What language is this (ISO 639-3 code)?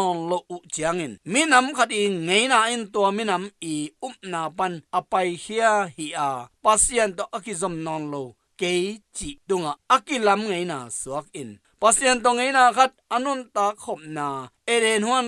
ctd